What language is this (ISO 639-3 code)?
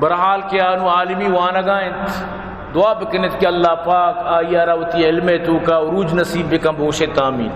bal